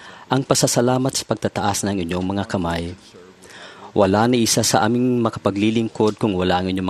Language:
Filipino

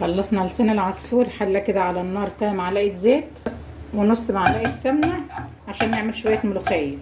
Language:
Egyptian Arabic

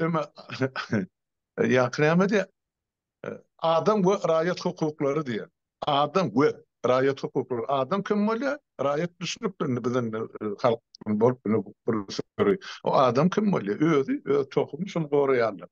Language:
Turkmen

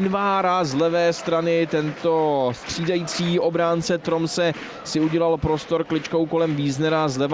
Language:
Czech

